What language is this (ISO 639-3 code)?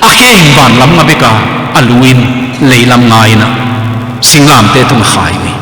ctd